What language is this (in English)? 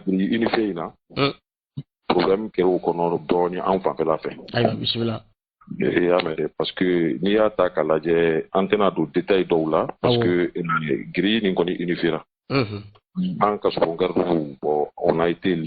Bambara